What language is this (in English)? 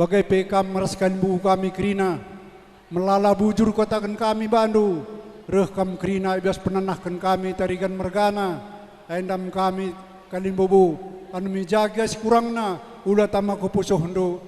Batak Karo